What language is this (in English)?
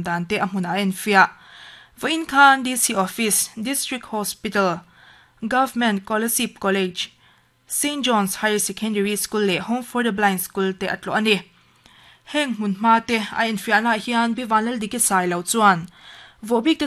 Mizo